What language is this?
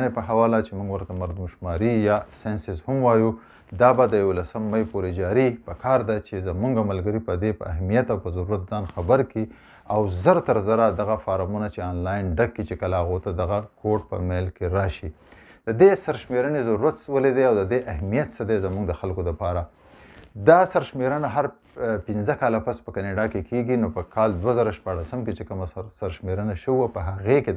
Pashto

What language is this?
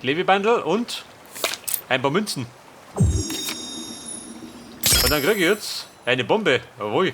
Bavarian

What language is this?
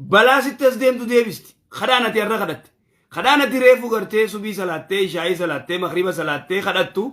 Oromo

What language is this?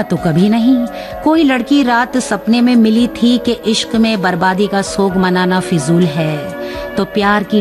Hindi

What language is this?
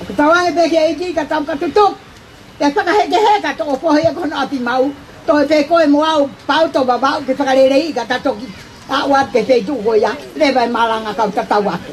Tongan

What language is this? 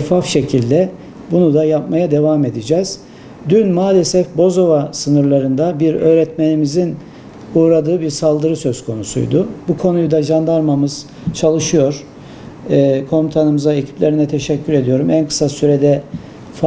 Turkish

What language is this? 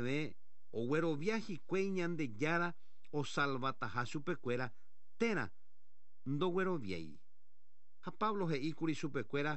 Guarani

